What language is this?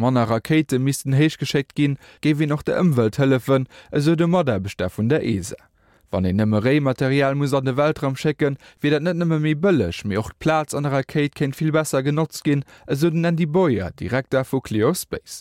Luxembourgish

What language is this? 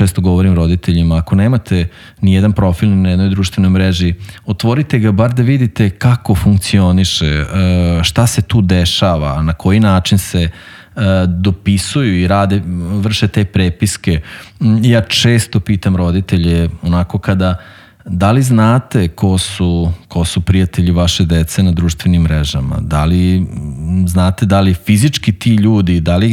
Serbian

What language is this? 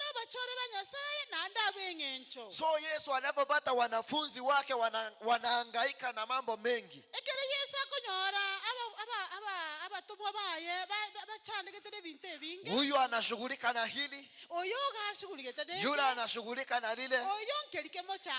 Gusii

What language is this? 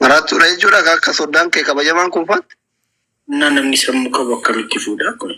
Oromo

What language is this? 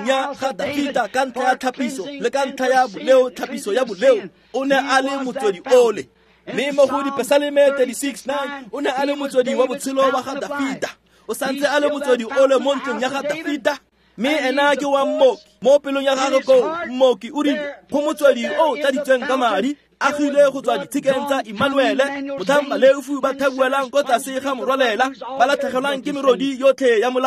Tswana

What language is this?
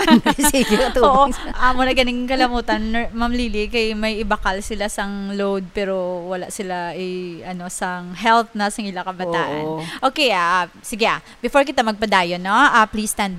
Hiligaynon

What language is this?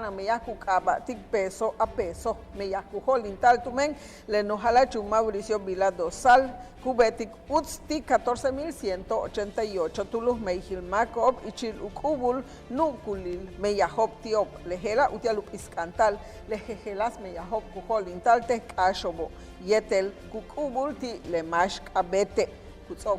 Yucateco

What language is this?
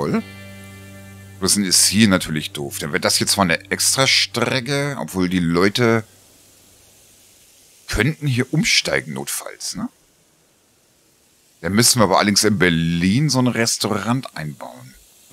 German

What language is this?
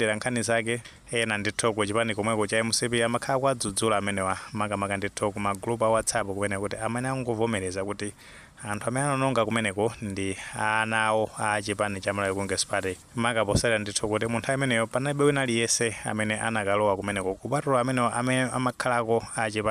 Nyanja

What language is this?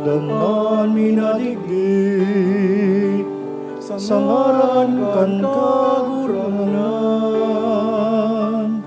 Bikol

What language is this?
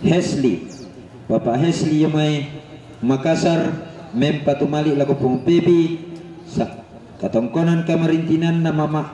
Toraja-Sa'dan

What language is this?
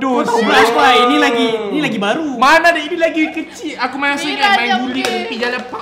Malay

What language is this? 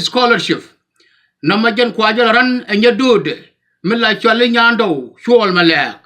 Nuer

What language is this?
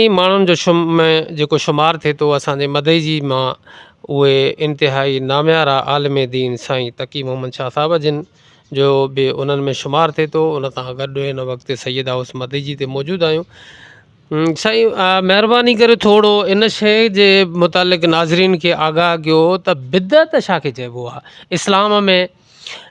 Sindhi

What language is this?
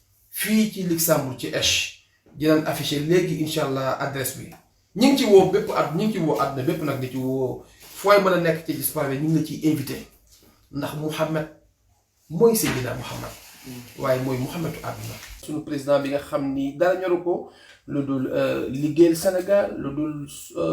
Wolof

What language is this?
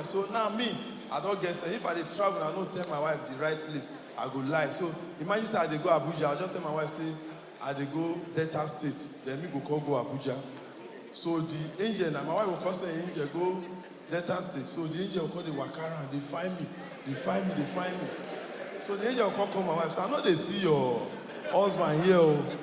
Nigerian Pidgin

